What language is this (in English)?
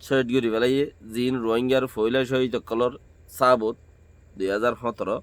Rohingya